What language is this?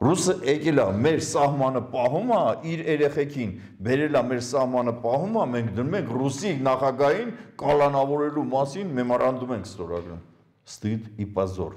Armenian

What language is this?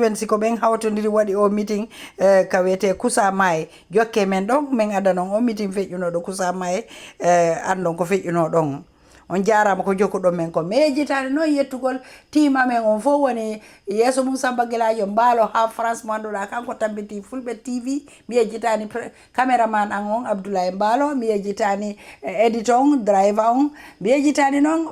Fula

